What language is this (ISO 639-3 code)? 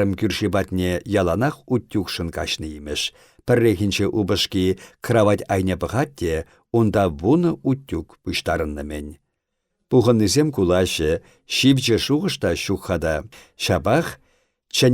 chv